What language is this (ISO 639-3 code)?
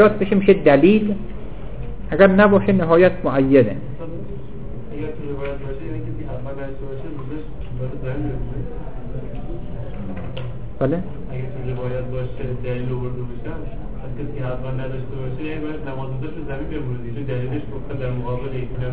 fas